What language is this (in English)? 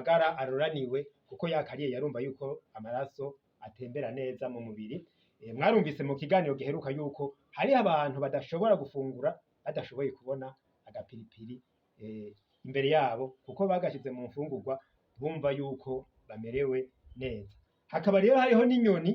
Rundi